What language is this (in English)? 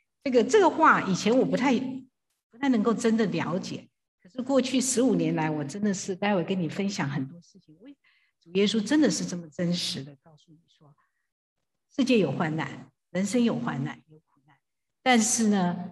Chinese